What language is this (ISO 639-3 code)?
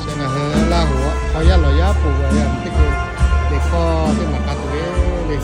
lhu